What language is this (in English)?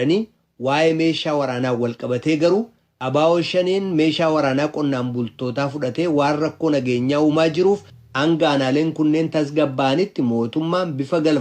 Oromo